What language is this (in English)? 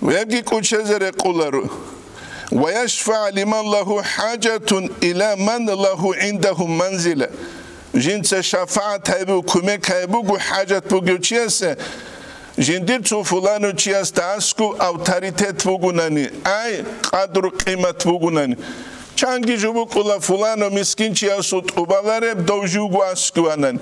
Avaric